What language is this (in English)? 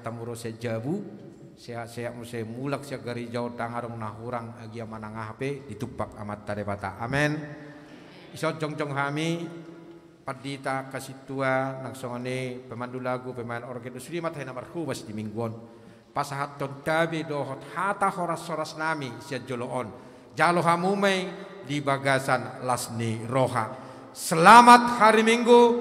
Batak Toba